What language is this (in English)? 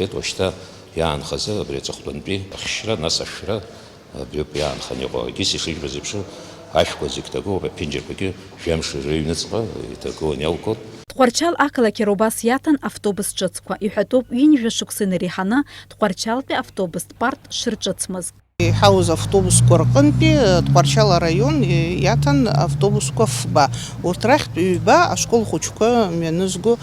Abkhazian